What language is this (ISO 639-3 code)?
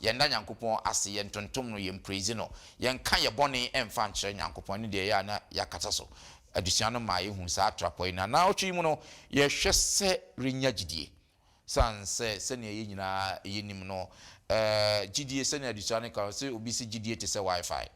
aka